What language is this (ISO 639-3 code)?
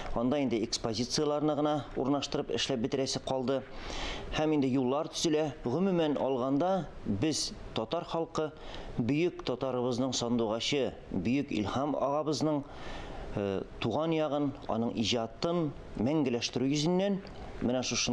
tat